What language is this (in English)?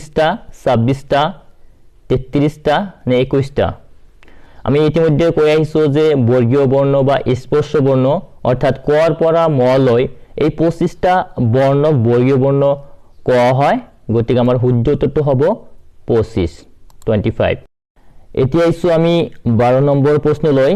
Assamese